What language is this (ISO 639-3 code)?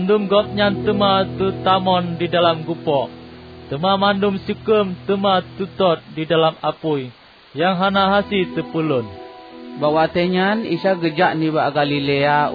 ace